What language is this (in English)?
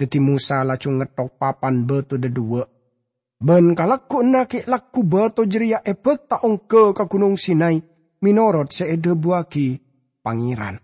Madurese